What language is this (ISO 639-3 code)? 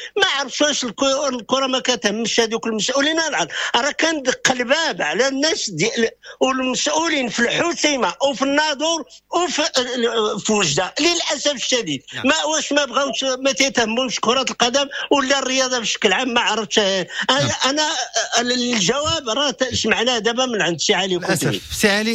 ary